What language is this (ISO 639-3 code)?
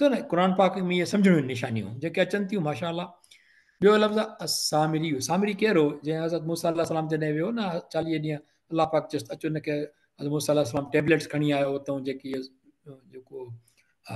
snd